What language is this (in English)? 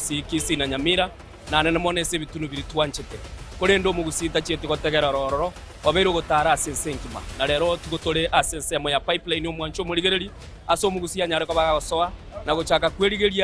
Gusii